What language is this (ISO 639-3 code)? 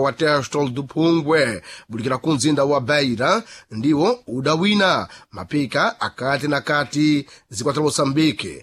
seh